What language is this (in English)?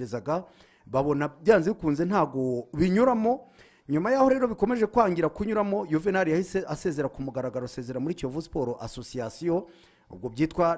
Kinyarwanda